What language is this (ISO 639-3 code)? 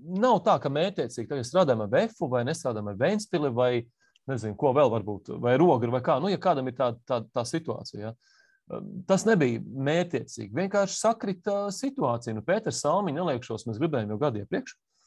lav